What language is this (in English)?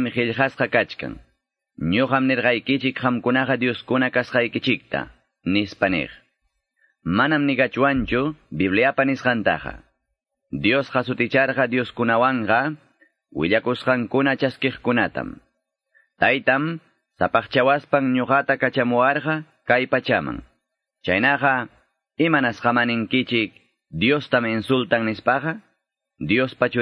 Quechua